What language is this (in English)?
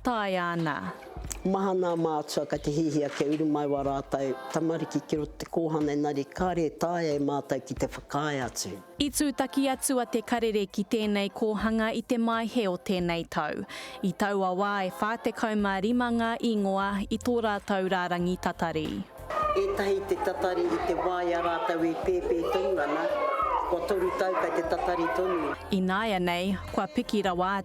Māori